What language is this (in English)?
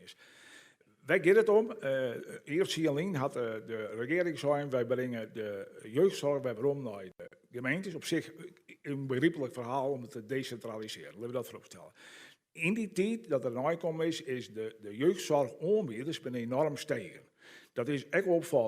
Western Frisian